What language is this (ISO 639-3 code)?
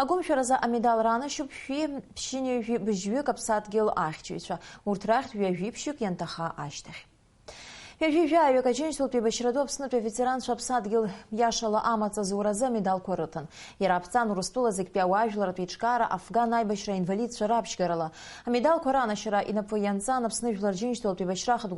abk